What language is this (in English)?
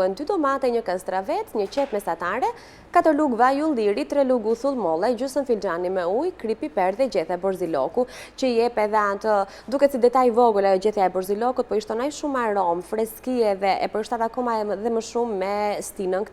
Albanian